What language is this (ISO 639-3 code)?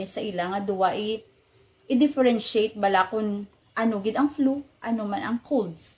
hil